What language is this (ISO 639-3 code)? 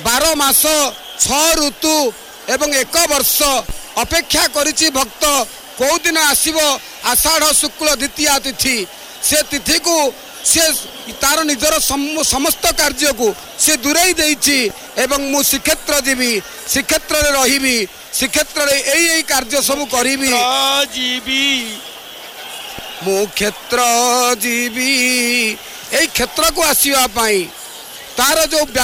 ori